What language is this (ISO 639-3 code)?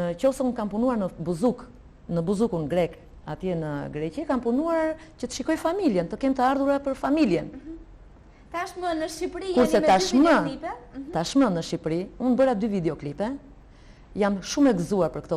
sqi